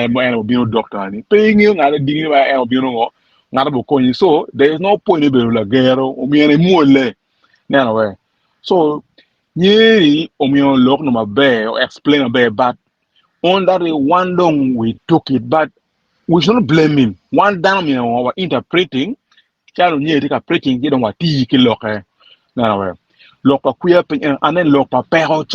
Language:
Acoli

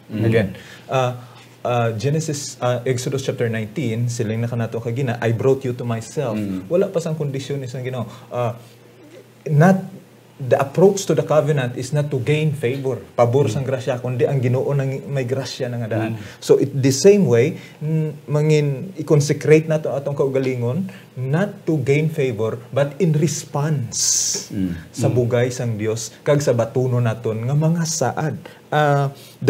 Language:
Hiligaynon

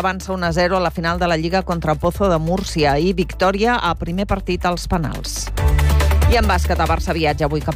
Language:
Catalan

